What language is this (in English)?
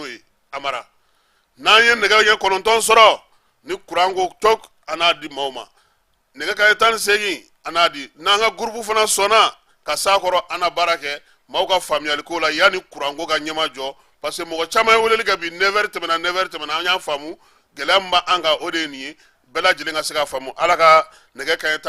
Bambara